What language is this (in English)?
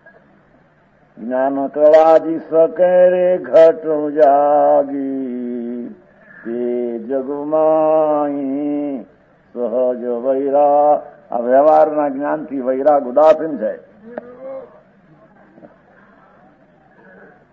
Gujarati